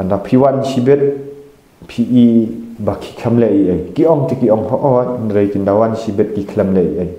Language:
Khasi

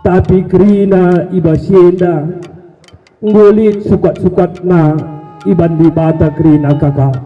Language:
Batak Karo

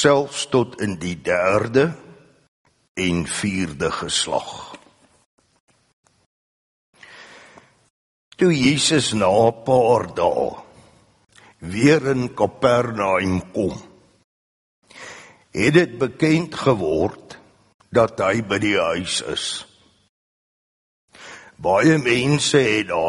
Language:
Afrikaans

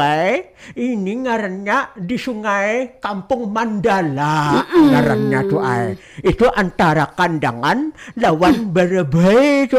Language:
Banjar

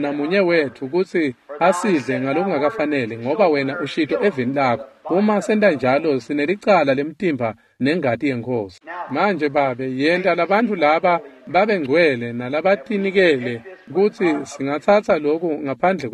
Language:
Swati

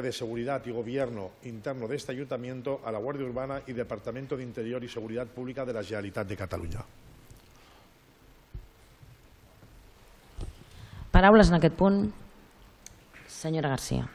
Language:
Catalan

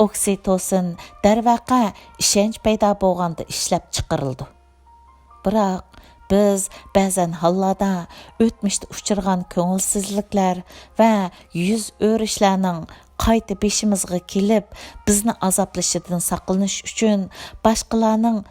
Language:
Uyghur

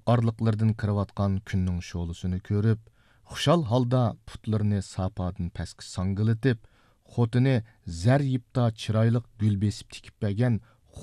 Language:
Uyghur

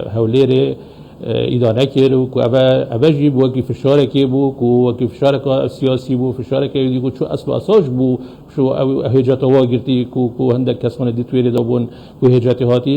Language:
Kurdish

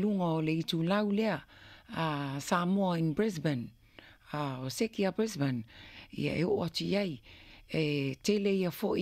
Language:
Samoan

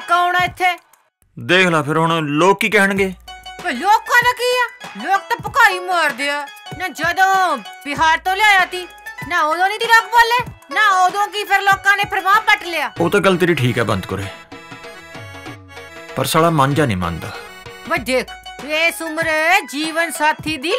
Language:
Punjabi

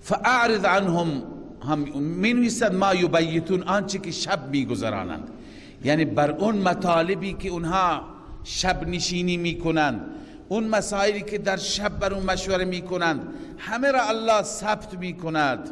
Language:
Persian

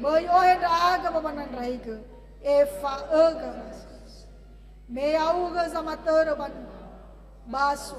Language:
Nias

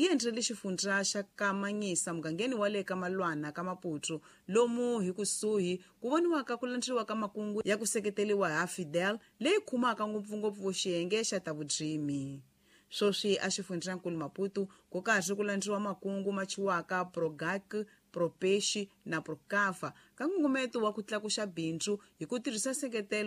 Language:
Tsonga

